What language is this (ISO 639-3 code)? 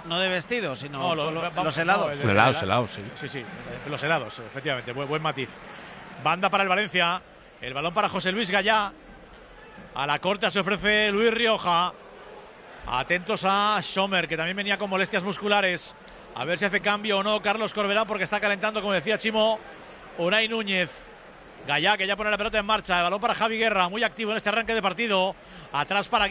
spa